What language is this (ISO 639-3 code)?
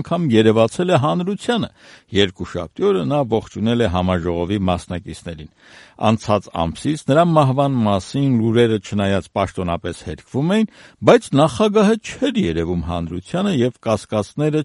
hye